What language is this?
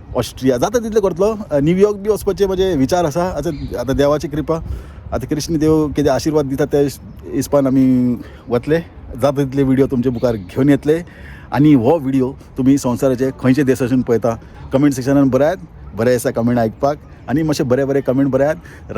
Konkani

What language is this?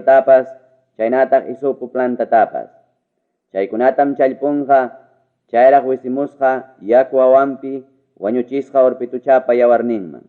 Ayacucho Quechua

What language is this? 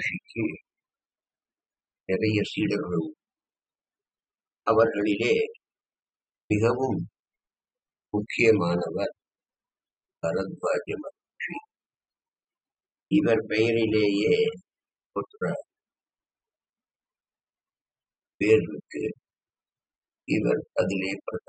Tamil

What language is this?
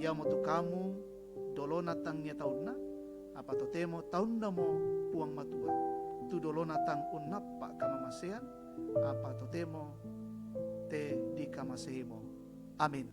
Toraja-Sa'dan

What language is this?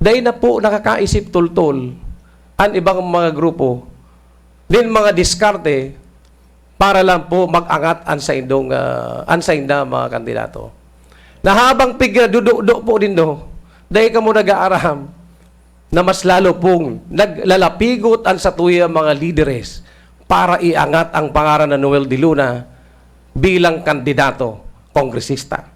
Bikol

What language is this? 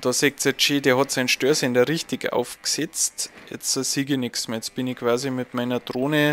Bavarian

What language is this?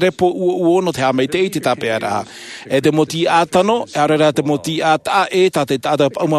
Tahitian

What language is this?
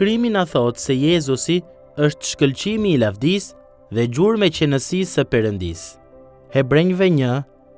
Albanian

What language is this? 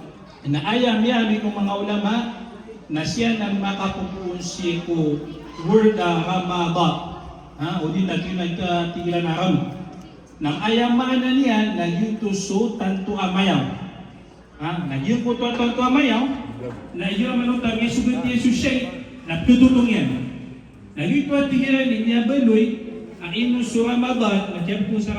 Maranao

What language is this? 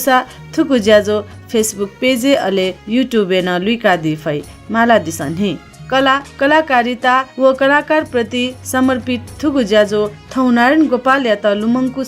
Newari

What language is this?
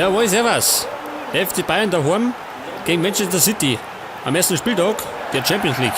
Bavarian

